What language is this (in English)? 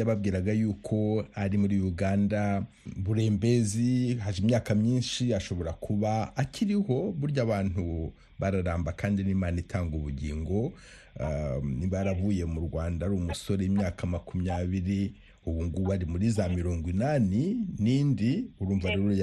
Kinyarwanda